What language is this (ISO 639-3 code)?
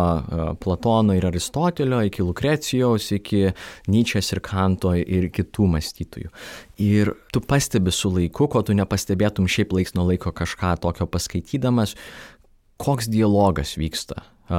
lit